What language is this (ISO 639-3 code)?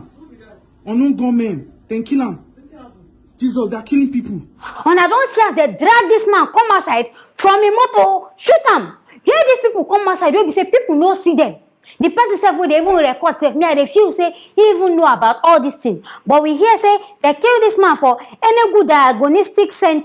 pcm